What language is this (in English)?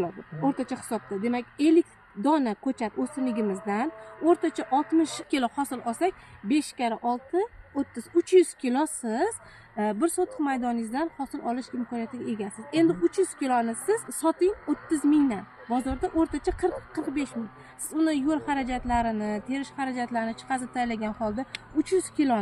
Uzbek